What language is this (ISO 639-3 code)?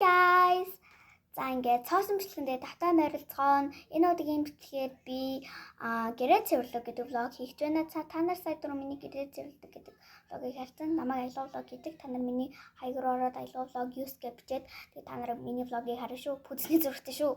mon